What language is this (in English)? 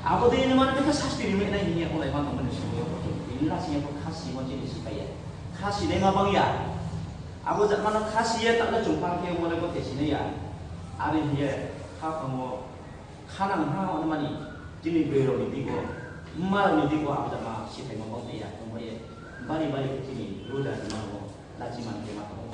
Riang (India)